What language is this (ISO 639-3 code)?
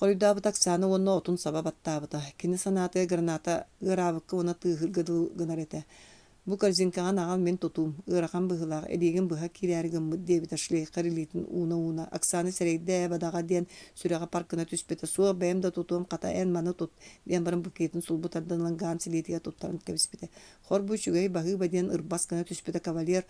sah